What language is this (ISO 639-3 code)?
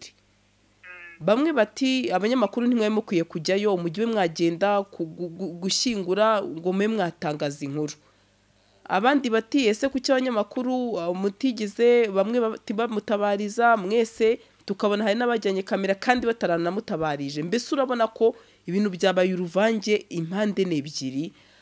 kin